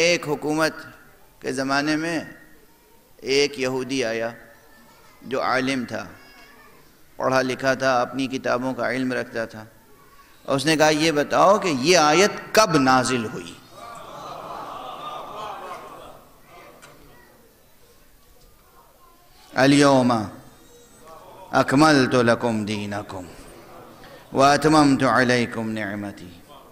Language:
Urdu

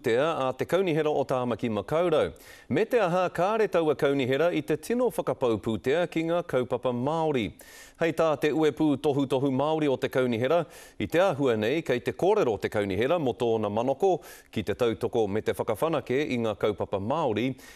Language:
Māori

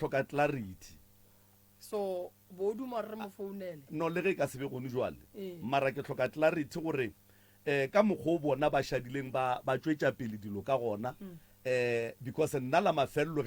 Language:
Northern Sotho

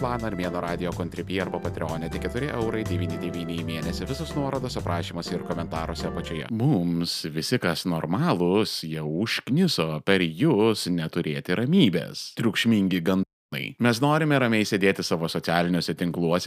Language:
Lithuanian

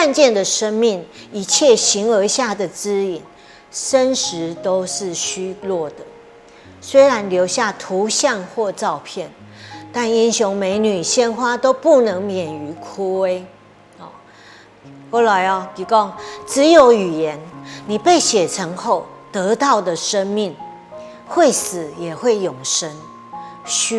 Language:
Hakka Chinese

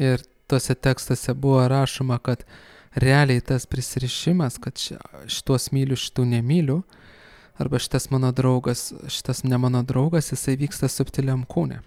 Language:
Lithuanian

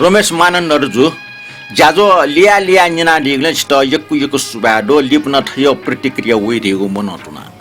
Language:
Newari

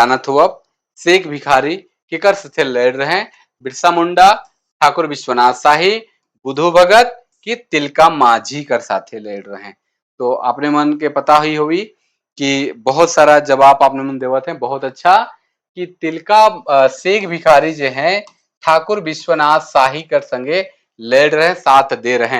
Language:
Sadri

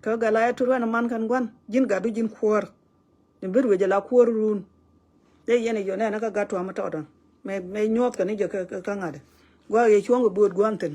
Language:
Nuer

